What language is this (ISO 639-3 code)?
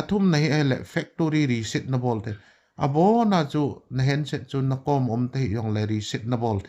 tcz